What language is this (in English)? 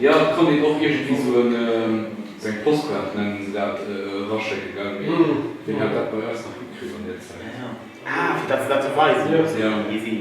Luxembourgish